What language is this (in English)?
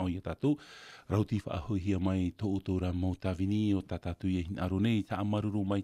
Tahitian